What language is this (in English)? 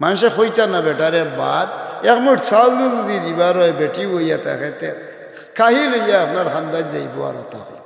Sylheti